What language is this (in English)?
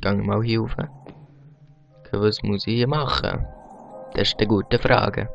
Swiss German